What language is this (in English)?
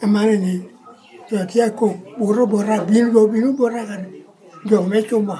Lango (Uganda)